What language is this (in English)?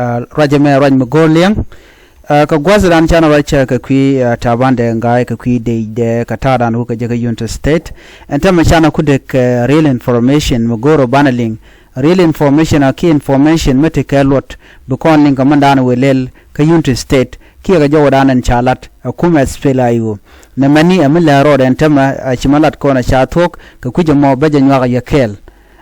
Nuer